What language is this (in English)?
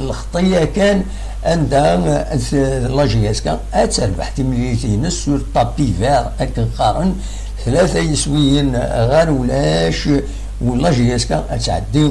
Kabyle